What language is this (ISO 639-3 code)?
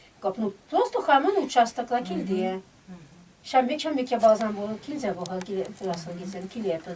chv